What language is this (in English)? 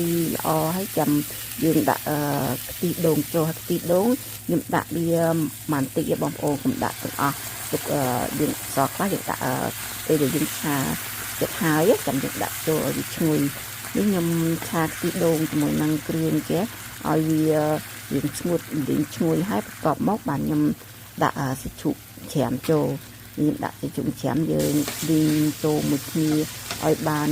Khmer